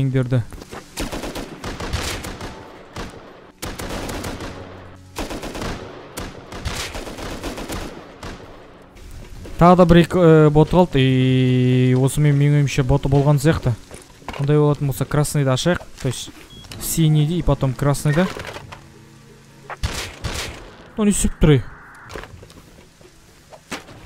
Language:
Kazakh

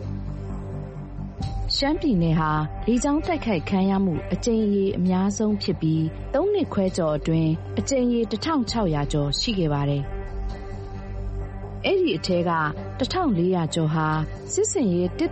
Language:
Burmese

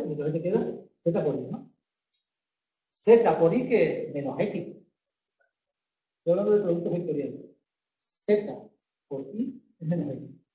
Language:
Spanish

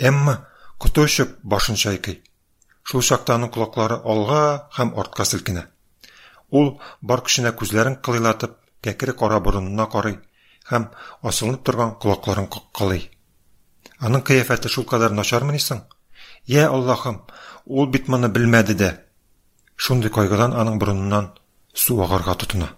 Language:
Tatar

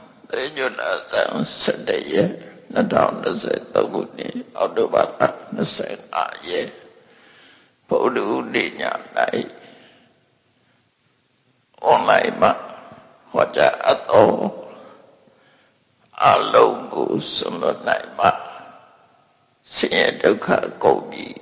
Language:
Burmese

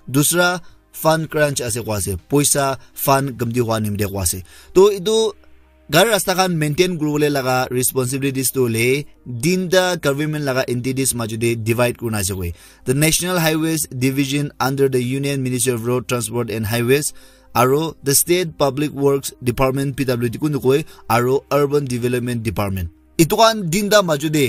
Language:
Naga Pidgin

